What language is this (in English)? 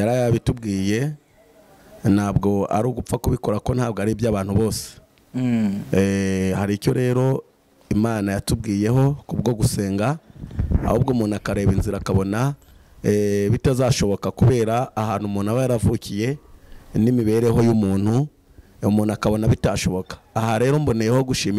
Kinyarwanda